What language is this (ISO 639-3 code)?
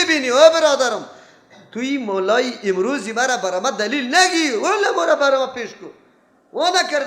fas